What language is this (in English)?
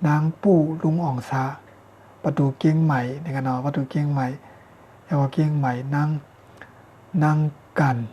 Shan